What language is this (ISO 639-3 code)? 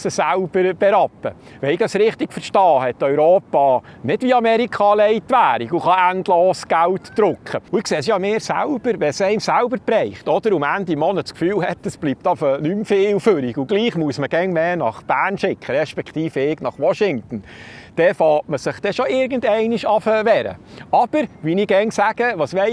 gsw